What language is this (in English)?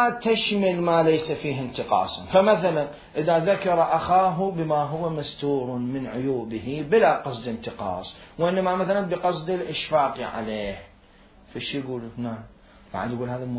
Mesopotamian Arabic